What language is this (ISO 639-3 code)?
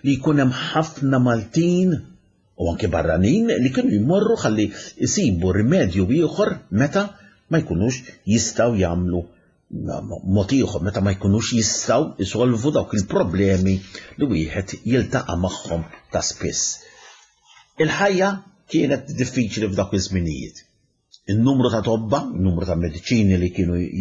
mlt